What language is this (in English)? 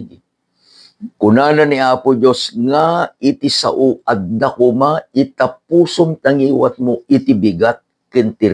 Iloko